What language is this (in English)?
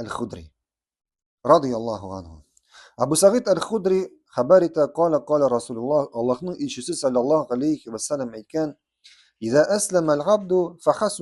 Tatar